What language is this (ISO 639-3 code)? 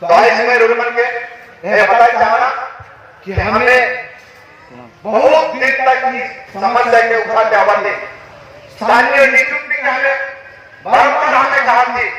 sat